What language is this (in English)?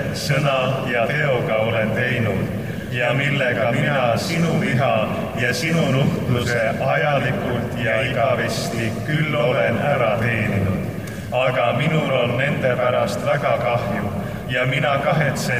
Estonian